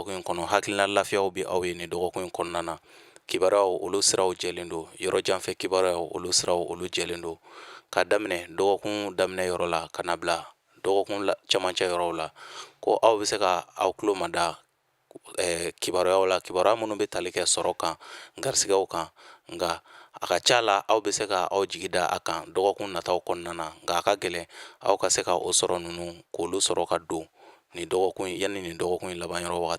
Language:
Bambara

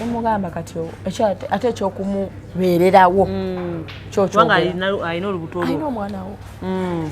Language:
Ganda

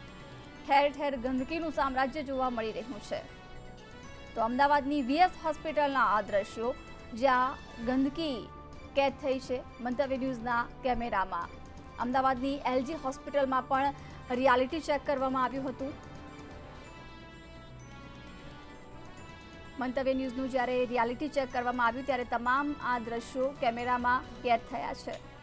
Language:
Gujarati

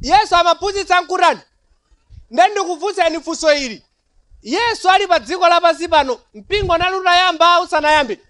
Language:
Nyanja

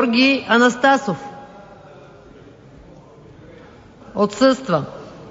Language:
Bulgarian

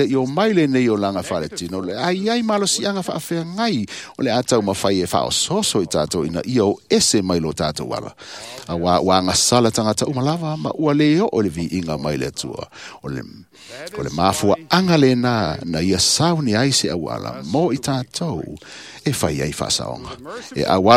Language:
Samoan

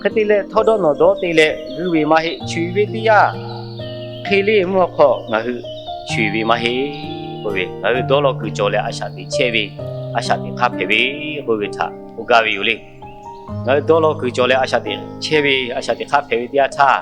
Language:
Lahu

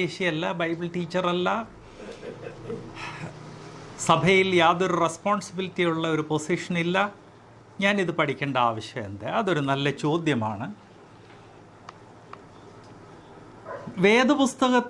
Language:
Malayalam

